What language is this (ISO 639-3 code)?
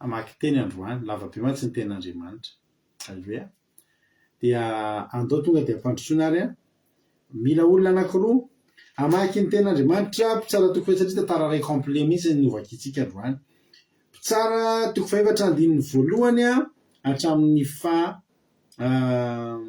mlg